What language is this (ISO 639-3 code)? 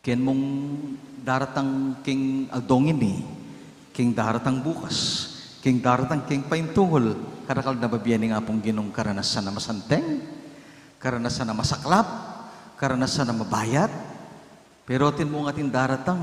pam